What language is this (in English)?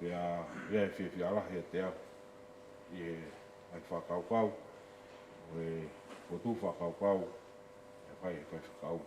Tongan